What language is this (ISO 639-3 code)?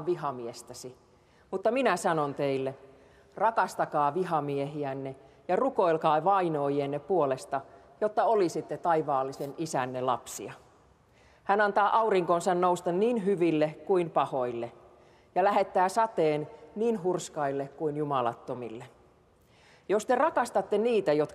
fin